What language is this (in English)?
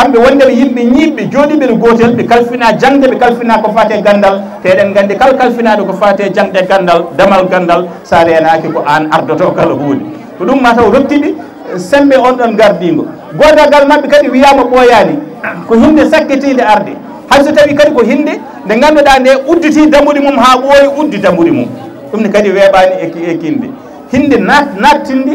Fula